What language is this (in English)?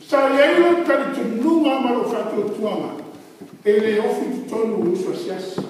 Samoan